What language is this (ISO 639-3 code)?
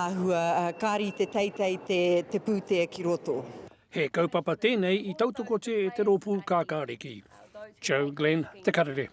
mri